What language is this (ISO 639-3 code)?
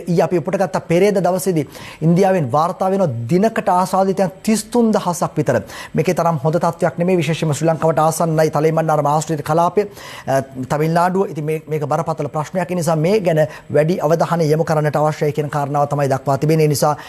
sin